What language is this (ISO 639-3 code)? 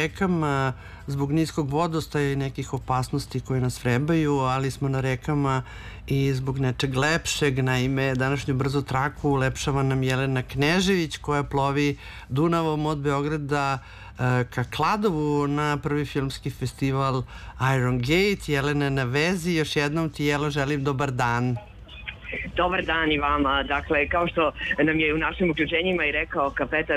srp